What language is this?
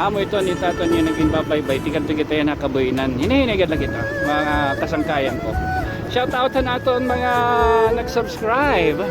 Waray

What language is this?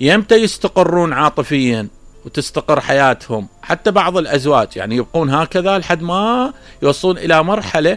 Mesopotamian Arabic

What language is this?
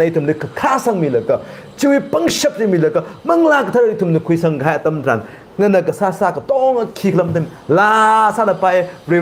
Tangkhul Naga (India)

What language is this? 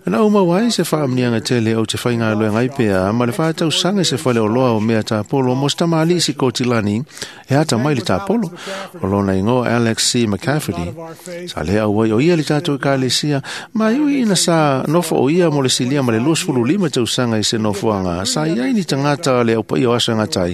Samoan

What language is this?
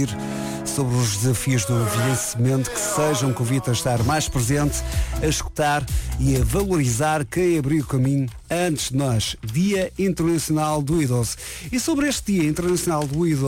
Portuguese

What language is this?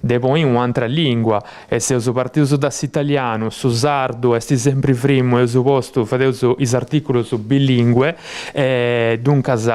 Sardinian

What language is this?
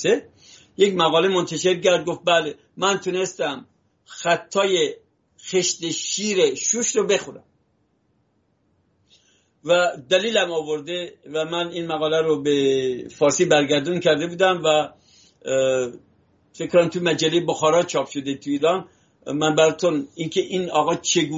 Persian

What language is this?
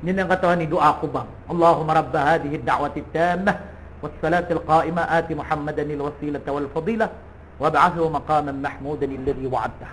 Maranao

